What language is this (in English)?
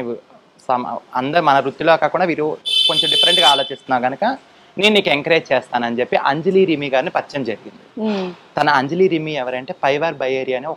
Telugu